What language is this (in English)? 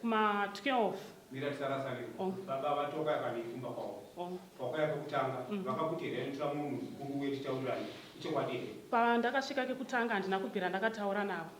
Shona